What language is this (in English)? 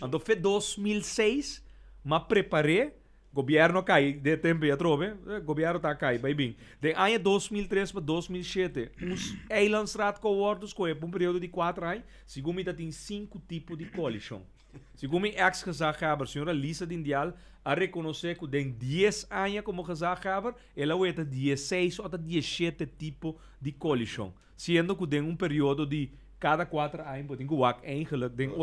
Papiamento